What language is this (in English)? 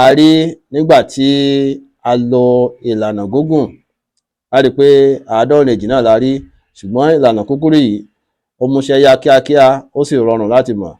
Yoruba